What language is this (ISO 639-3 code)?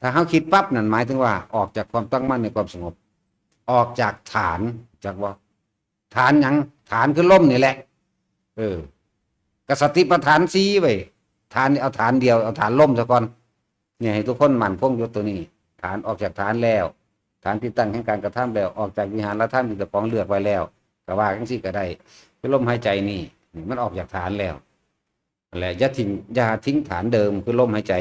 tts